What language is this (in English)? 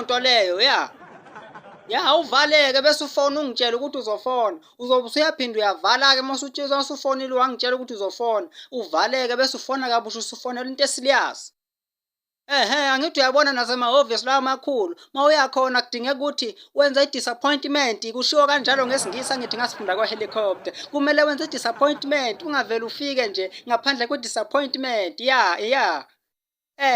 Zulu